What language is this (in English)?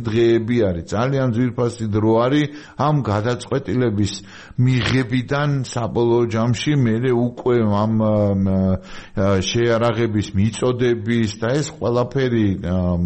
Georgian